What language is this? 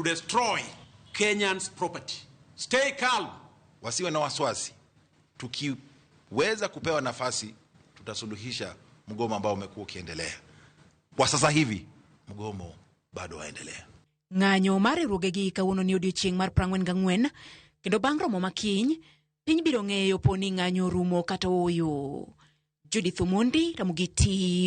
Luo (Kenya and Tanzania)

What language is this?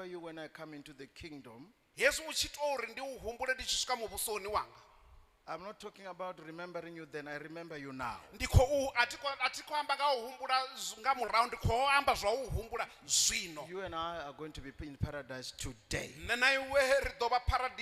Venda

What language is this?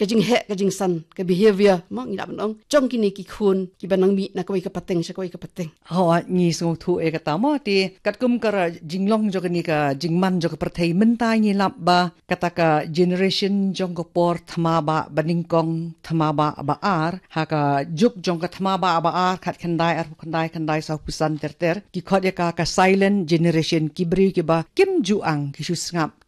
Khasi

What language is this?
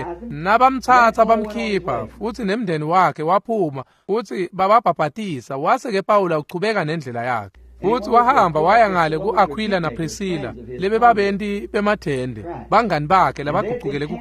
Swati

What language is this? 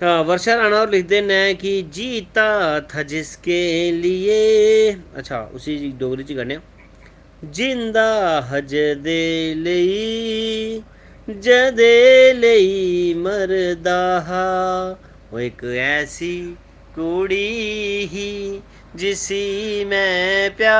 Dogri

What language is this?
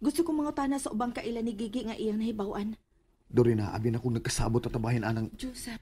Cebuano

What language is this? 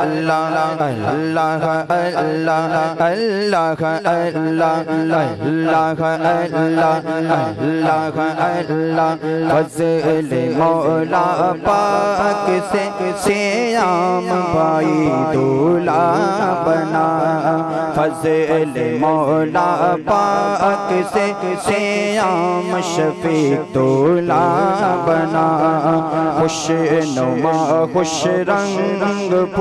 Urdu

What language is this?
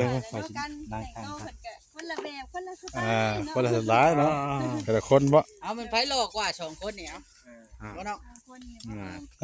Northeastern Thai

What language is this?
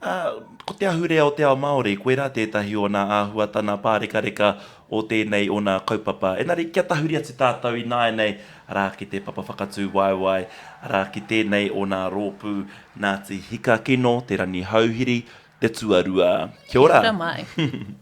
Māori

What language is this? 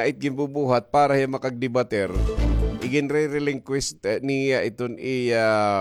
Waray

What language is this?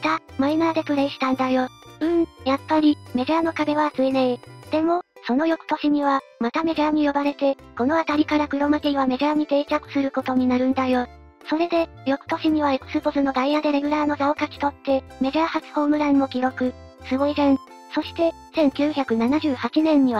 Japanese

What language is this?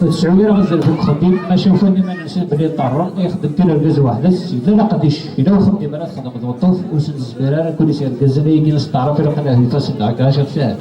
Kabyle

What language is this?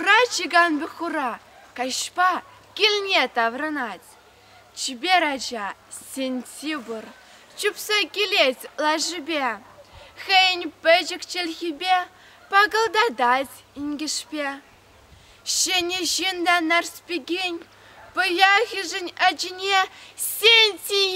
Chuvash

